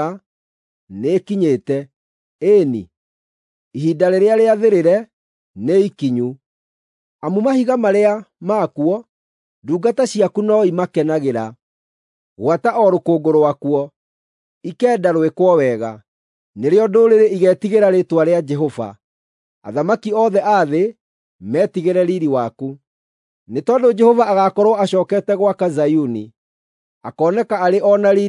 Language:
Kikuyu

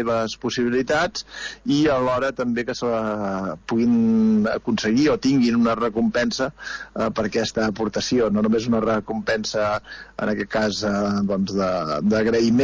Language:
Catalan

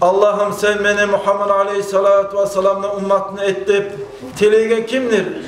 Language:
Kumyk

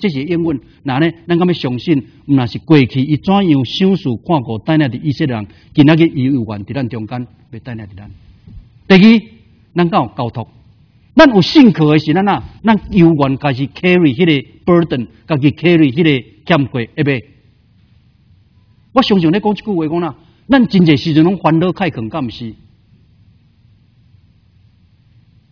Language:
Min Nan Chinese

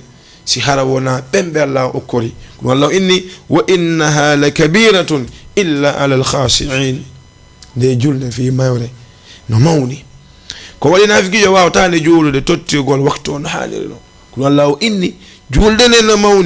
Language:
Fula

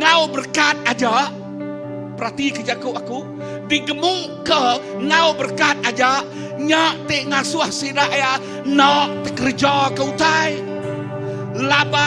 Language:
Iban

